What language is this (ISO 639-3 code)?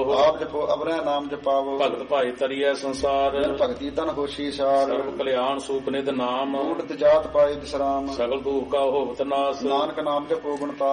pan